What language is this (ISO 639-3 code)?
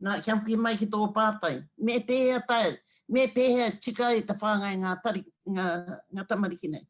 mri